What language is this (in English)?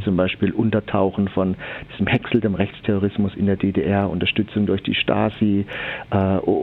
German